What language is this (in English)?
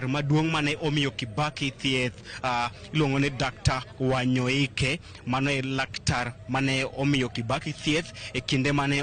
Luo (Kenya and Tanzania)